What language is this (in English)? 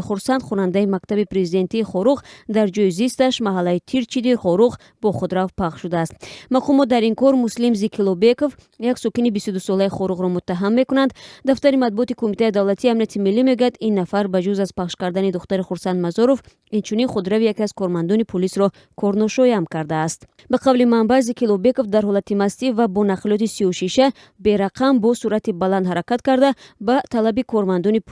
Tajik